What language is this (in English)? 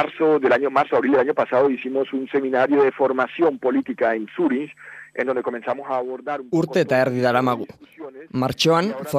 Basque